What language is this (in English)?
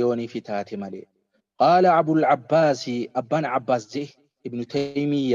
Oromo